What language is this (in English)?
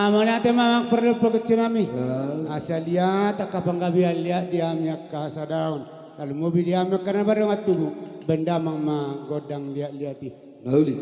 Batak Toba